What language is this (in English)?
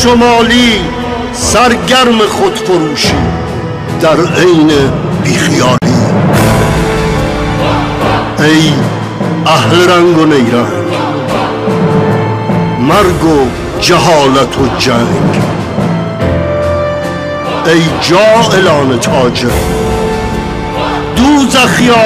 Persian